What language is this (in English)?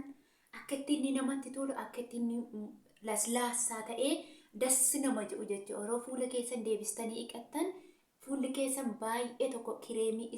Oromo